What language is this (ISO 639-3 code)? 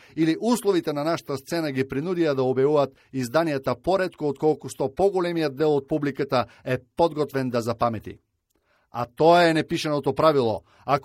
mkd